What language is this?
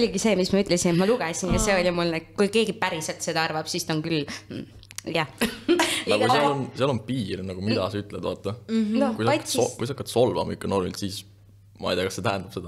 Estonian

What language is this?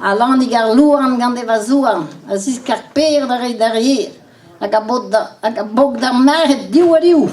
Breton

